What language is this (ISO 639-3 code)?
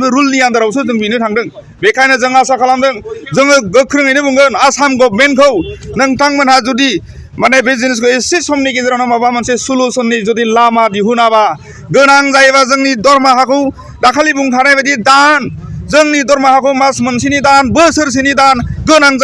brx